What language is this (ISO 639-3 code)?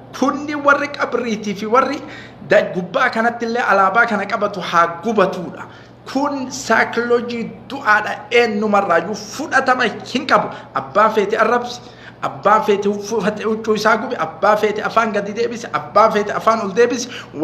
orm